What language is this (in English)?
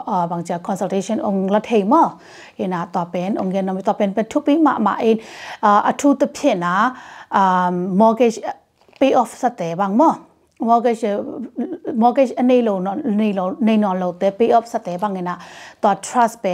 Tedim Chin